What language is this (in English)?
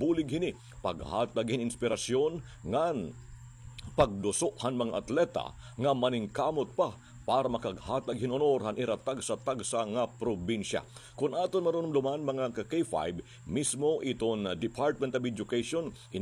Waray